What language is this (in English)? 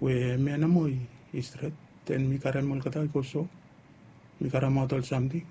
Bislama